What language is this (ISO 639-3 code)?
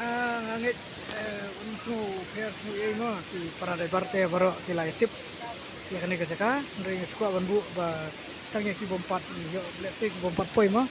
kha